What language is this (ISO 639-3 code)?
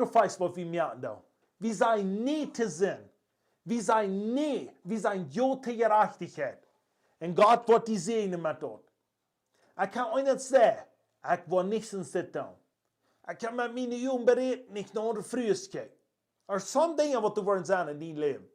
pdt